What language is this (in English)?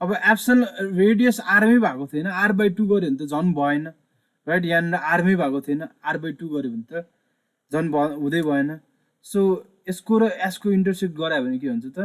Nepali